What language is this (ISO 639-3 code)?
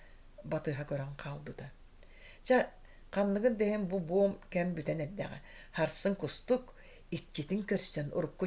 sah